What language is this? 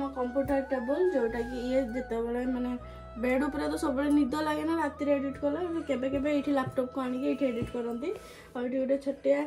Odia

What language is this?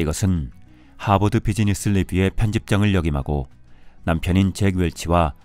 Korean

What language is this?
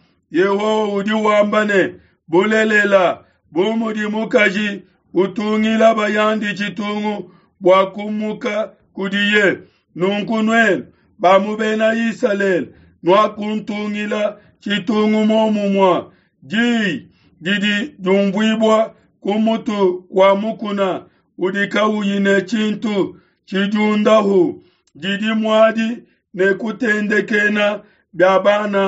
Luba-Lulua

